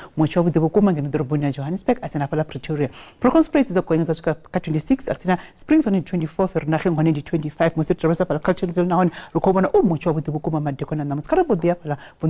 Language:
Venda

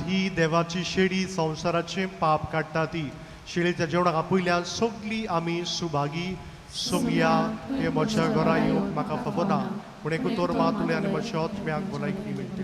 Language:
Konkani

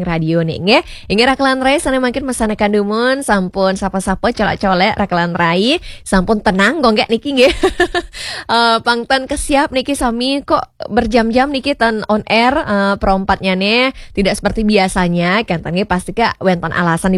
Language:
Balinese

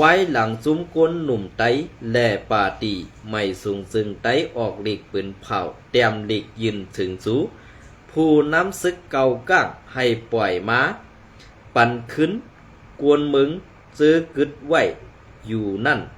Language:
Shan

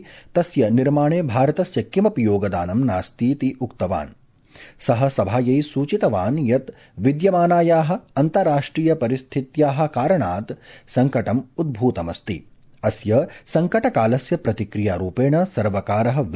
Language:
Sanskrit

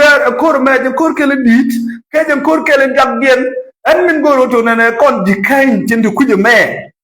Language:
Nuer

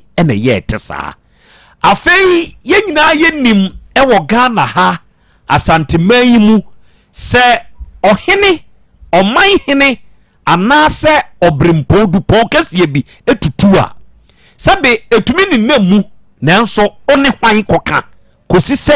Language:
Akan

